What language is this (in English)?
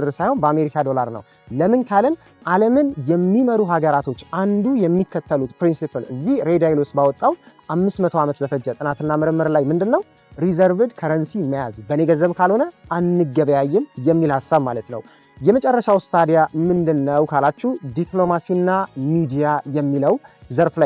Amharic